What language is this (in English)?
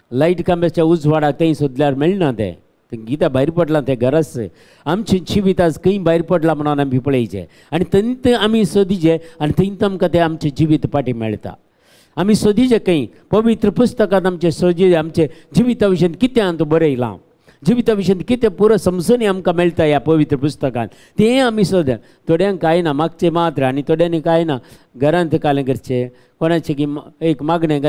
Konkani